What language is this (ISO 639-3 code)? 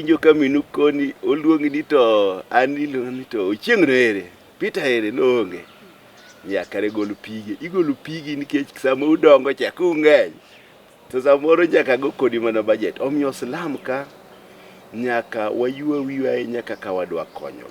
luo